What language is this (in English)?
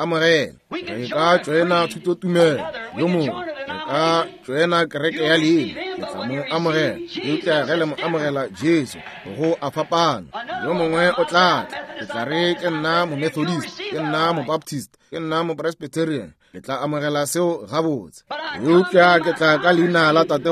Northern Sotho